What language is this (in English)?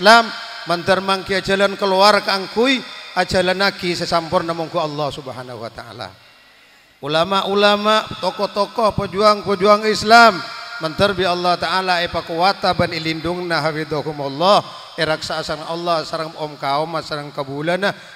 Madurese